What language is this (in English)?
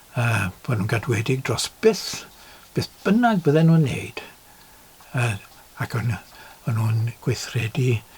Welsh